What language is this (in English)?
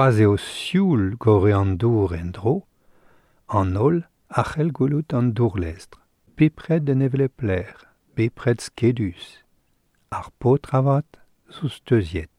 Breton